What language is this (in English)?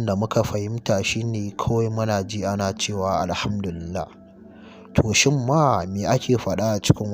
Hausa